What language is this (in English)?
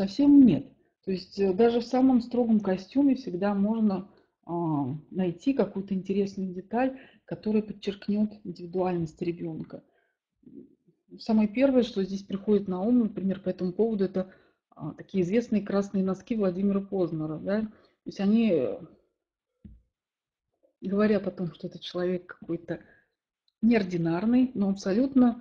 Russian